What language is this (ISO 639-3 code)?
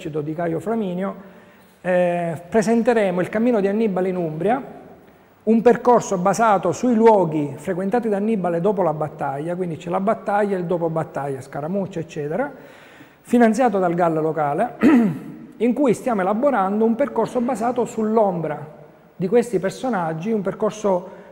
ita